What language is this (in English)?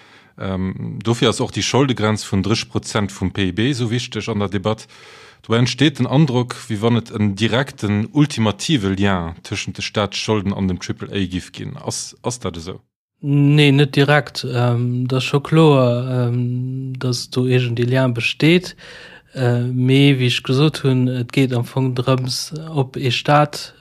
Luxembourgish